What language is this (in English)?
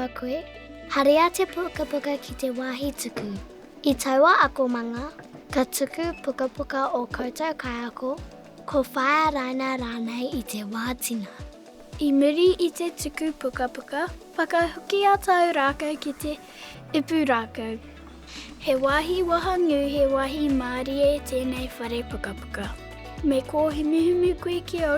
Māori